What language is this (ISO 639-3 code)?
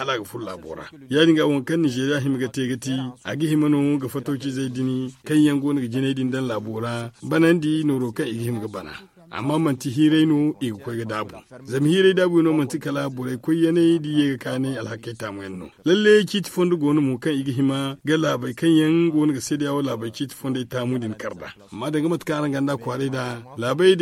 dje